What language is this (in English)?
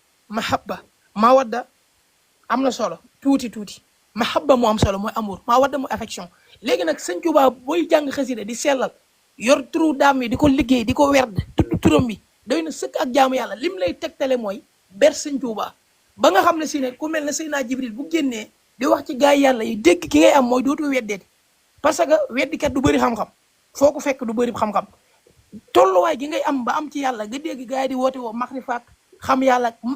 Wolof